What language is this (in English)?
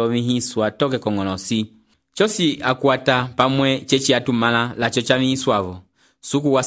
Umbundu